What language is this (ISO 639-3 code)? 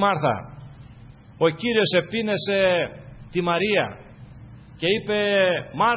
ell